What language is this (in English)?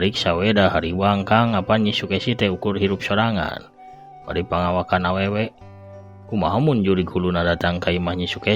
Sundanese